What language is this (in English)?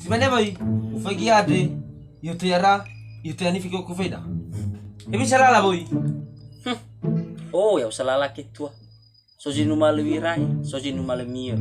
Nias